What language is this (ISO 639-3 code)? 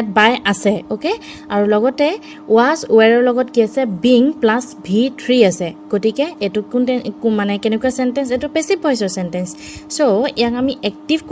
asm